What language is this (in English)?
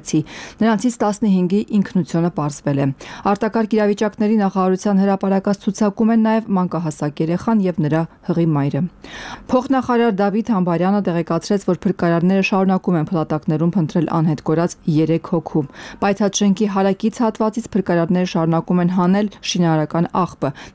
Armenian